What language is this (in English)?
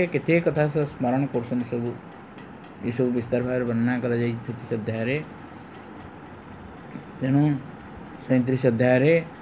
Odia